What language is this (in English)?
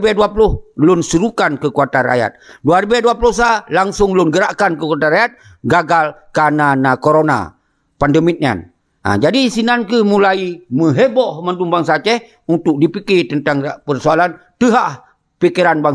Achinese